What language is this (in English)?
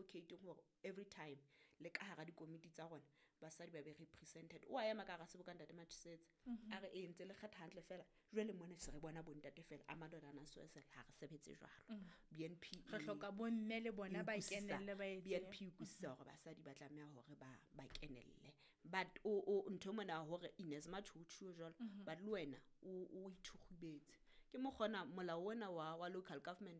Southern Sotho